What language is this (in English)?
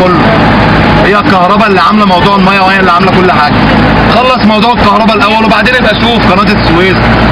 Egyptian Arabic